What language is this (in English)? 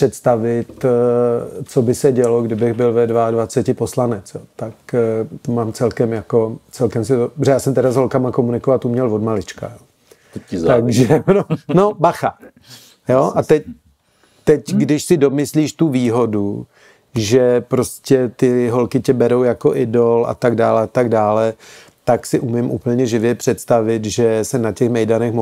Czech